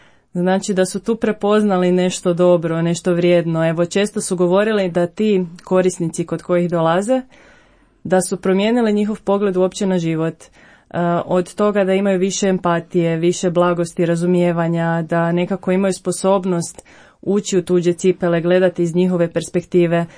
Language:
Croatian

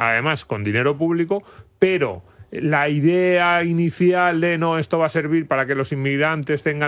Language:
Spanish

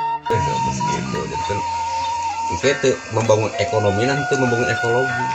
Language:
Sundanese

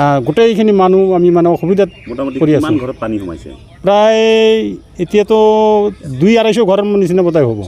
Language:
Assamese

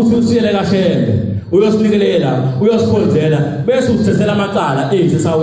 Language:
Zulu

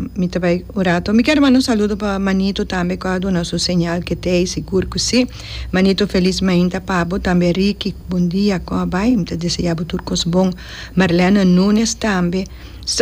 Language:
Papiamento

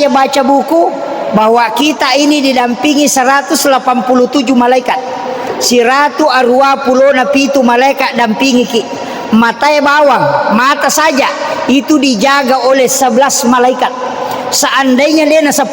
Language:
Buginese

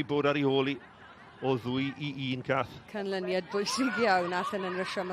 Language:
Welsh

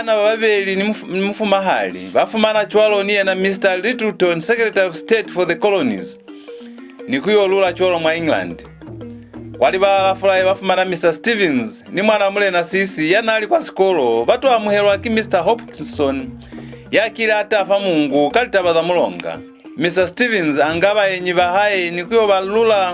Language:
Lozi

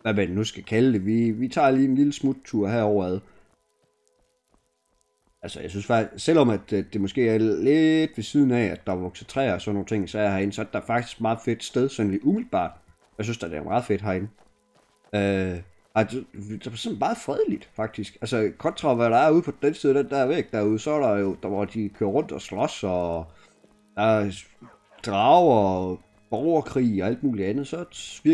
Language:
Danish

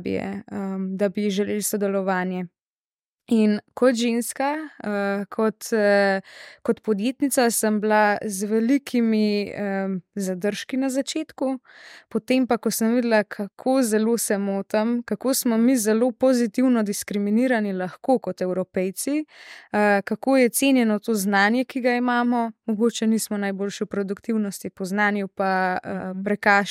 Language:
Slovenian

